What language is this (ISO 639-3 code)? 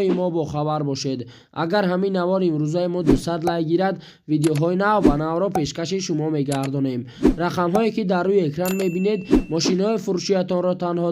tgk